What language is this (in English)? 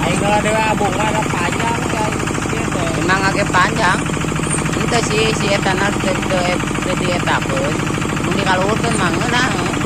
Sundanese